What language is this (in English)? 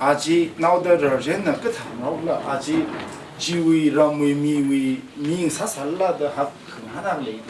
Tangkhul Naga (India)